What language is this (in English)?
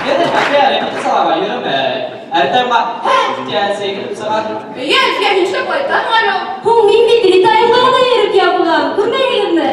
Bashkir